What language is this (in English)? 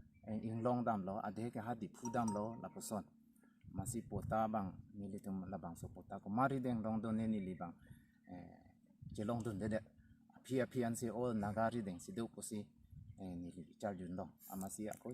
Karbi